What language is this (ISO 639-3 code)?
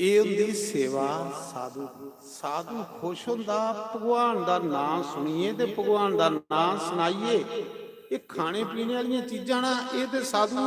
doi